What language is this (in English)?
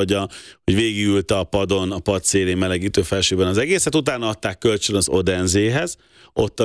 Hungarian